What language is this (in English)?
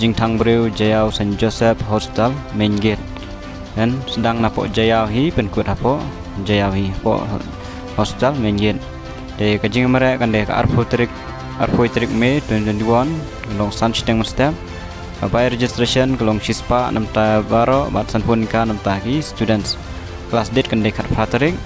Khasi